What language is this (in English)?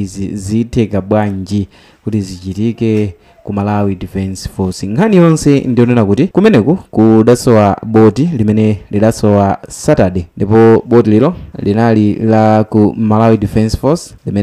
Nyanja